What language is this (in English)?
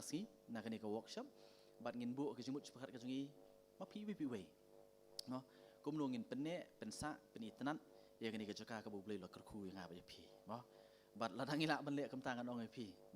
Khasi